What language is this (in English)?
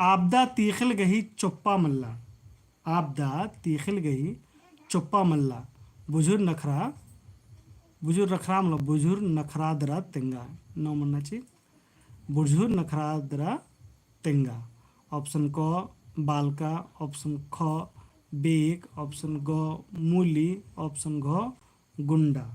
Kurukh